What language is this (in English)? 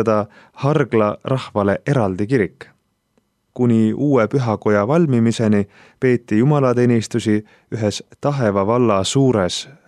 Estonian